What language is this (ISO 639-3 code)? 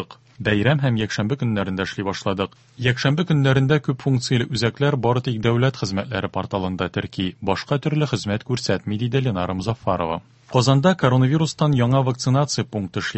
tat